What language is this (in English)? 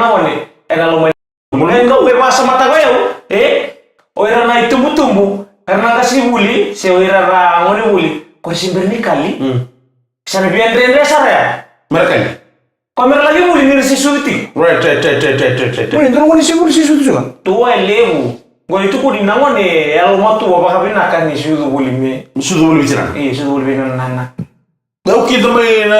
Fijian